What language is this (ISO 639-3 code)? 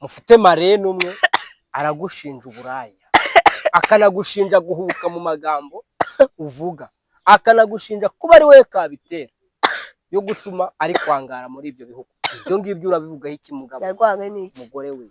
kin